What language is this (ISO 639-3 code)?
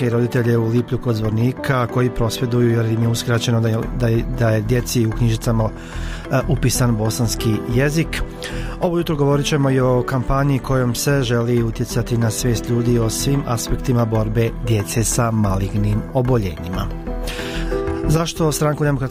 bos